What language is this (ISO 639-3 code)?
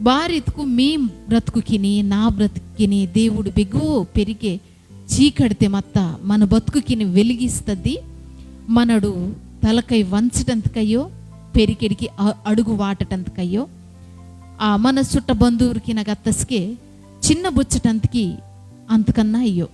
kff